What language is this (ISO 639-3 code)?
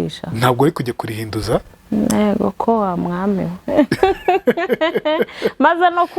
kin